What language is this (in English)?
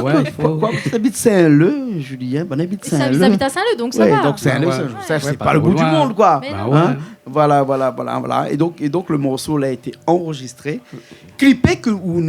Réunion Creole French